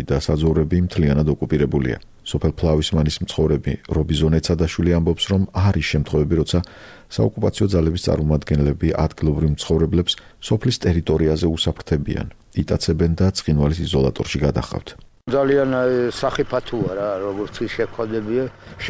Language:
Georgian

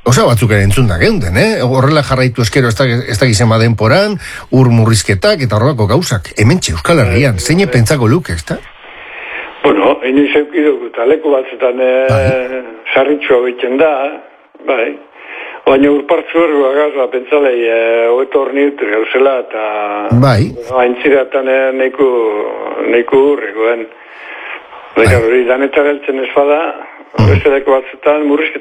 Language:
Basque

